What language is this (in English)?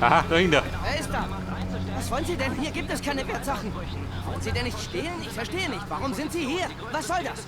Bavarian